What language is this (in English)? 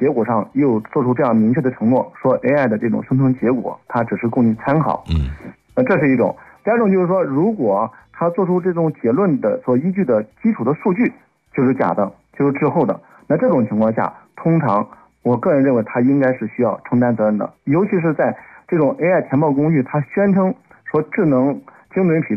Chinese